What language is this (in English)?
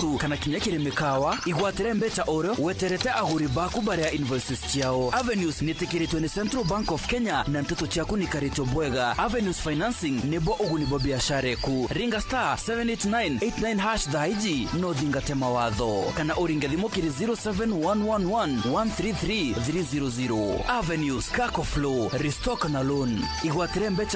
Meru